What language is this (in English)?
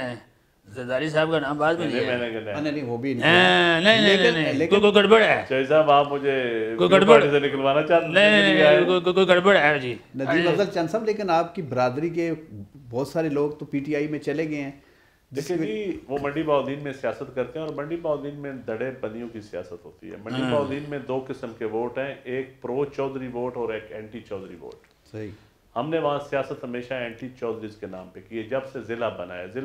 Urdu